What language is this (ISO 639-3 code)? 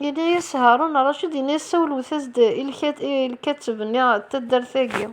kab